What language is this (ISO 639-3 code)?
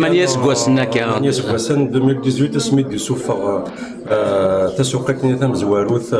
kab